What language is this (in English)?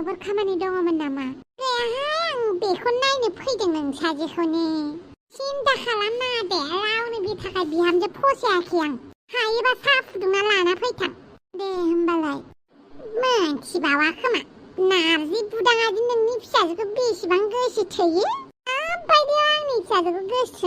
Bodo